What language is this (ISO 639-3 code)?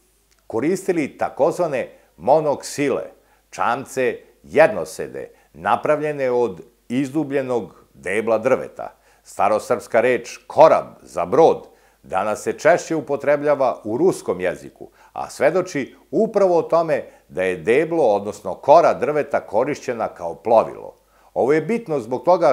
srp